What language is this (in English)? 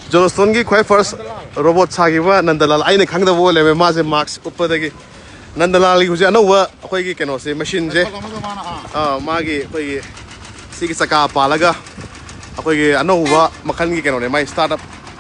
Manipuri